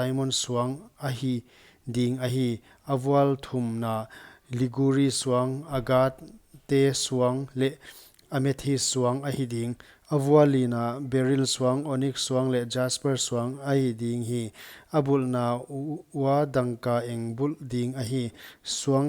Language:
Paite Chin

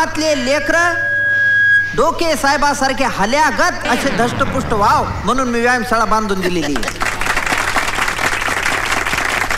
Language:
Marathi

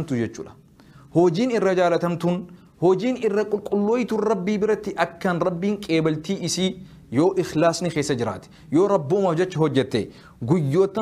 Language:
Oromo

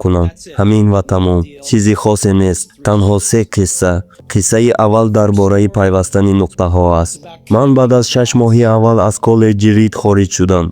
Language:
Tajik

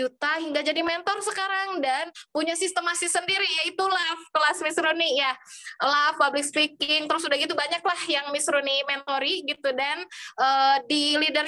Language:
Indonesian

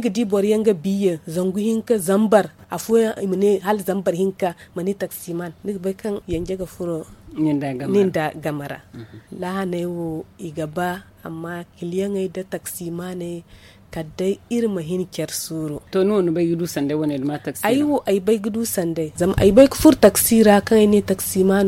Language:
Zarma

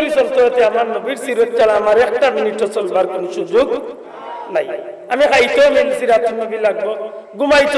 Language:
Sylheti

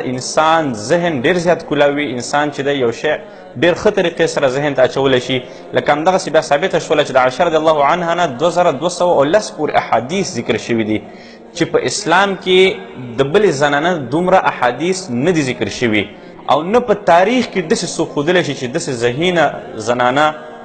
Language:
Pashto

